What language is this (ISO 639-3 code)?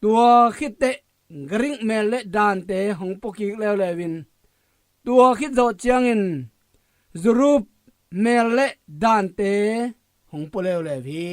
ctd